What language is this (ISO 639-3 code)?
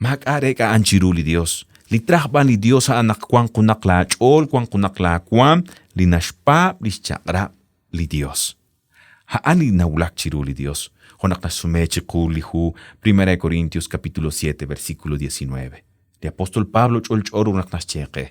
kek